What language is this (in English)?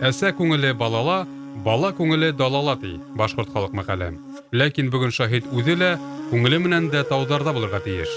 Bashkir